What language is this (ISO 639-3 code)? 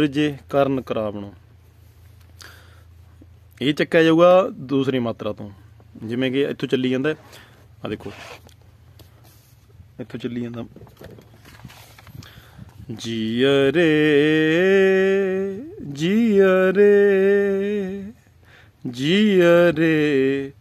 pan